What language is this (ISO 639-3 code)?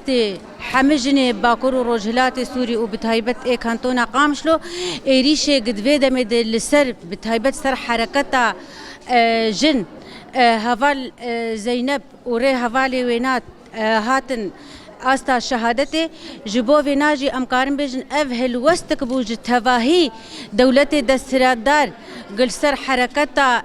kur